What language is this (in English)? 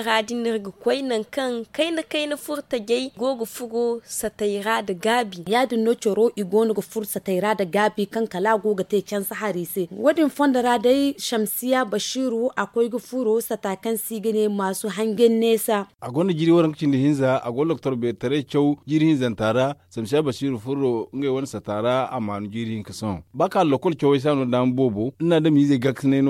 Zarma